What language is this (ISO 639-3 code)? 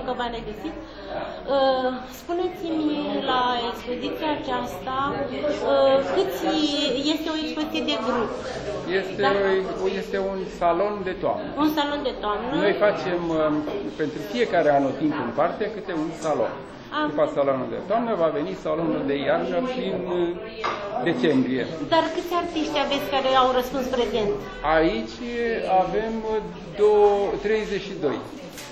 ron